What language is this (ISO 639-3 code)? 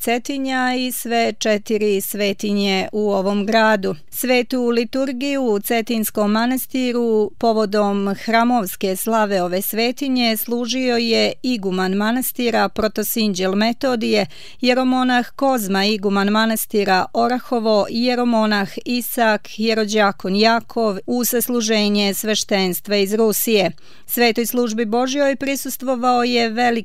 srp